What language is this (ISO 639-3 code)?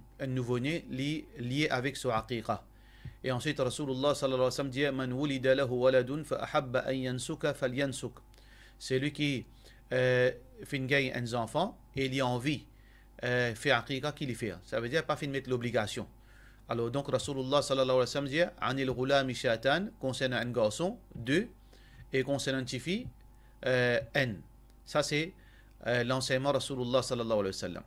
mfe